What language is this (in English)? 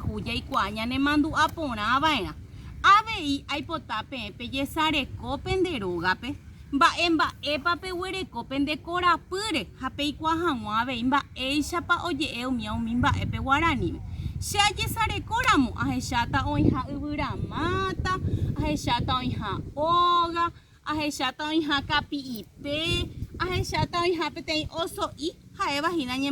Guarani